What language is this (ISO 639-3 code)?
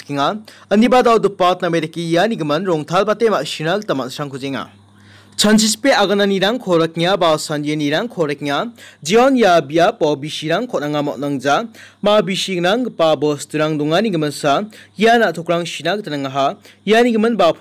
grt